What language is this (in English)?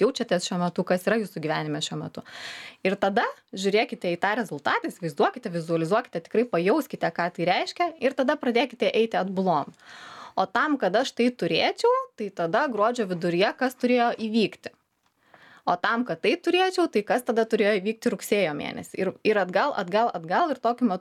Lithuanian